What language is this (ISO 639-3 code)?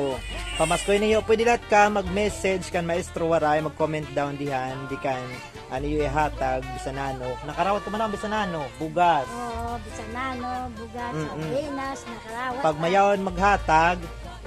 war